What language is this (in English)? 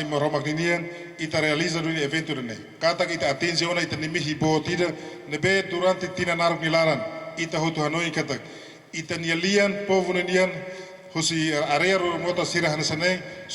Tetum